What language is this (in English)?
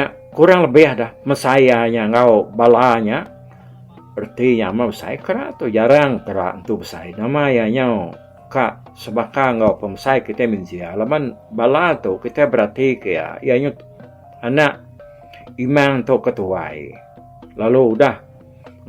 Iban